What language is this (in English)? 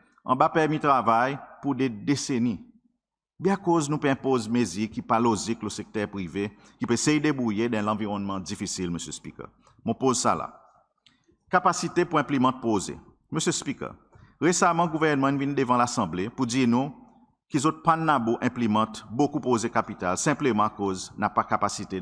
Seselwa Creole French